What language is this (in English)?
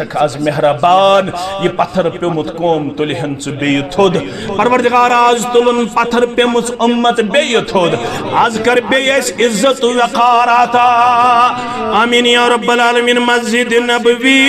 Kashmiri